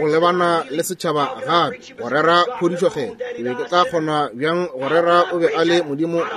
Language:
Northern Sotho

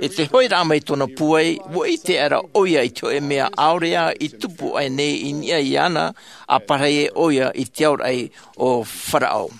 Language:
Tahitian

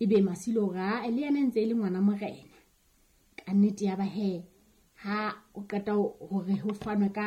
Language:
Southern Sotho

